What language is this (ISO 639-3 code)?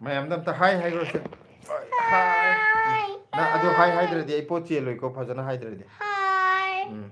mni